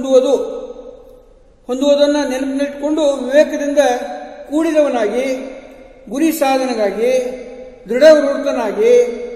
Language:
Kannada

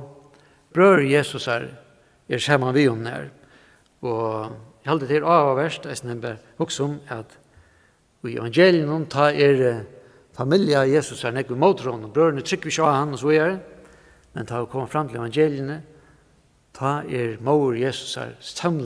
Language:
Faroese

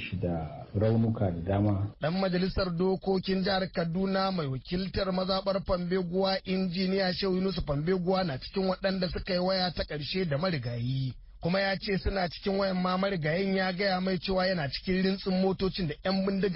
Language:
Hausa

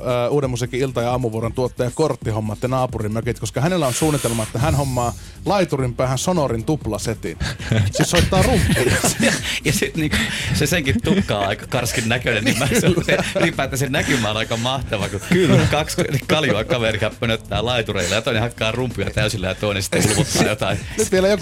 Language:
Finnish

